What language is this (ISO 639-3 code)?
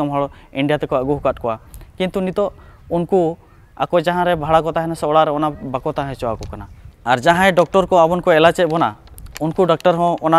sat